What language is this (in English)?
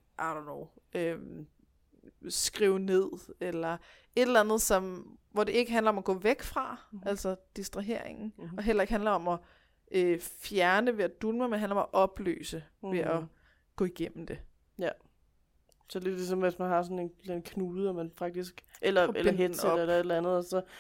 Danish